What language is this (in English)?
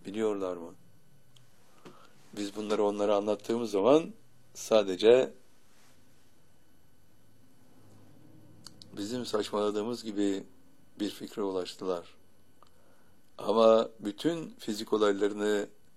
Turkish